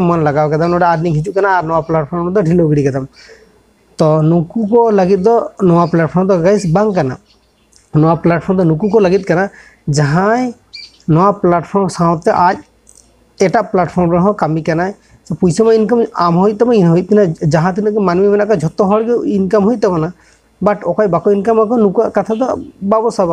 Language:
Santali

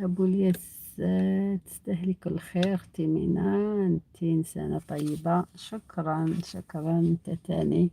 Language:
Algerian Arabic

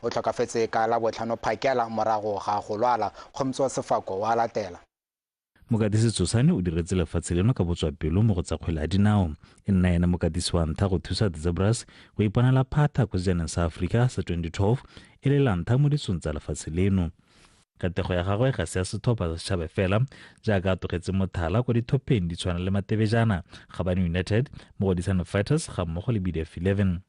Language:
Tswana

